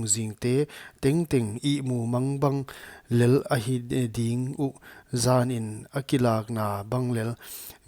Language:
Paite Chin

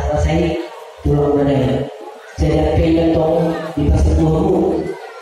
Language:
Batak Toba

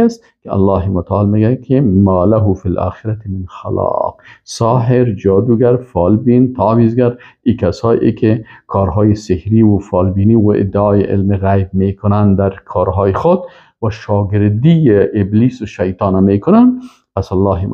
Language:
Persian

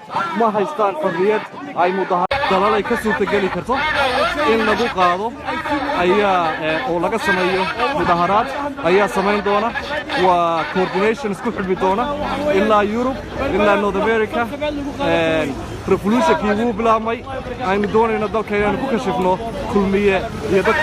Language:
Somali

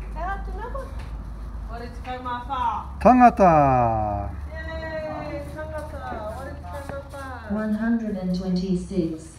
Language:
Māori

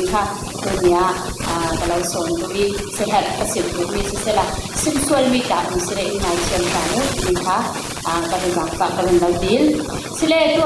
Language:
Falam Chin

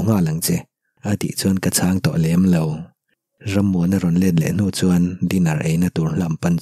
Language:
Mizo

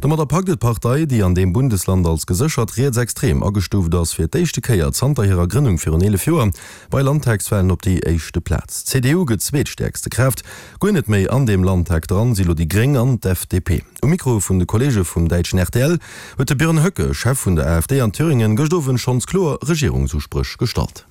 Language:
Luxembourgish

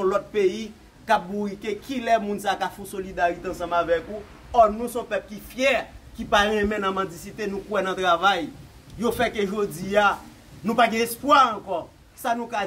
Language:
Haitian Creole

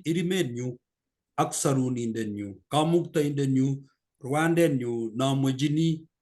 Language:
Kalenjin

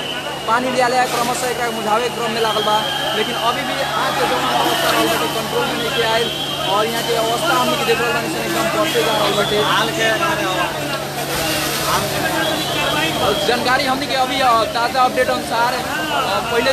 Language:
Bhojpuri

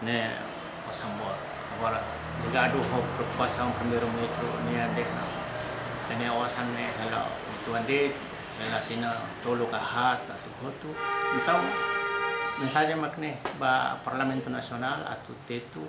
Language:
Tetum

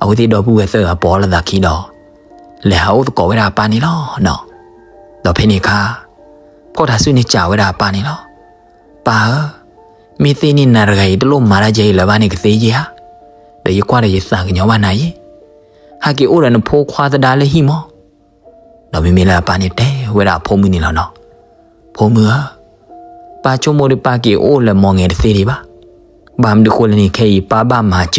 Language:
S'gaw Karen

